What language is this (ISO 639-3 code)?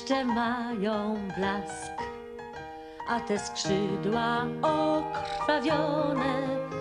pol